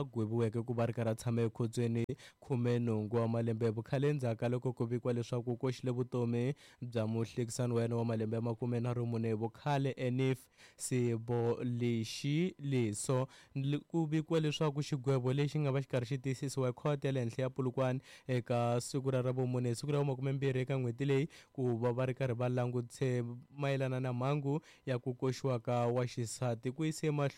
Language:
Tsonga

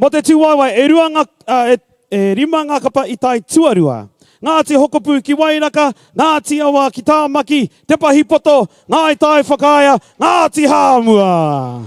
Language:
Māori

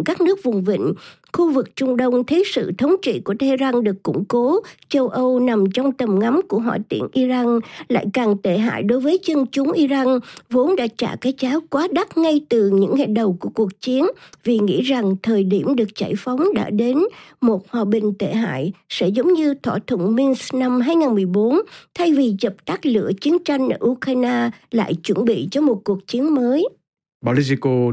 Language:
Vietnamese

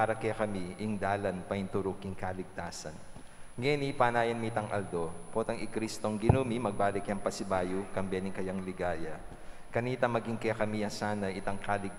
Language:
Pampanga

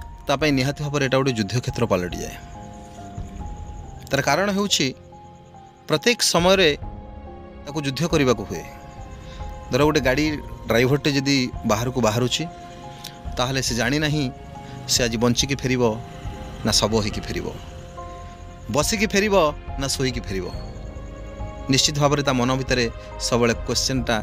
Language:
Odia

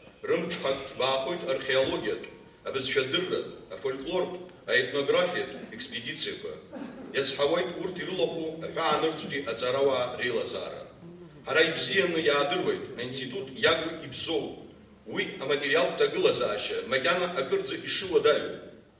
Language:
Abkhazian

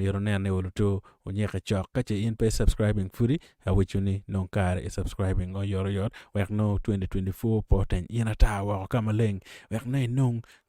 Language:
Acoli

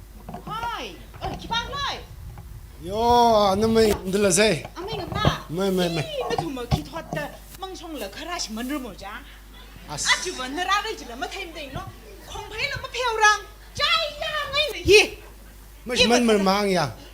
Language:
Tangkhul Naga (India)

